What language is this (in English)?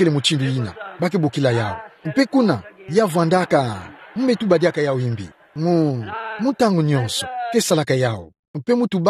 Kituba (Democratic Republic of Congo)